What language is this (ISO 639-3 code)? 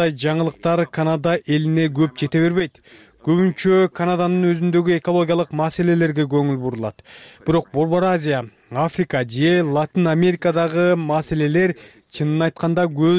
kir